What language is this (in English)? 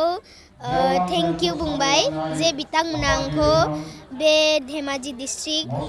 Bodo